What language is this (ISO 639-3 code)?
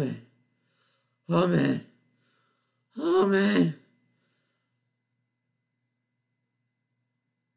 eng